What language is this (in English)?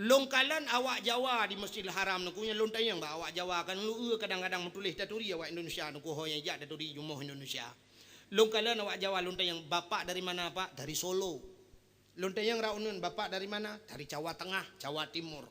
Achinese